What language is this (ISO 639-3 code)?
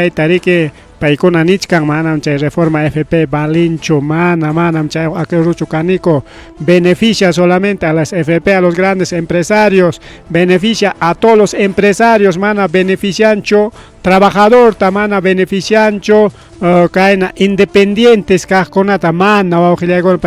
quy